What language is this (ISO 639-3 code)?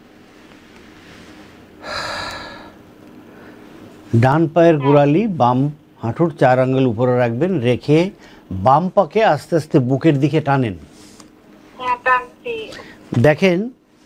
ben